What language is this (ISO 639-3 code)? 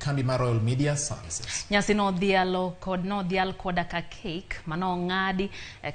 luo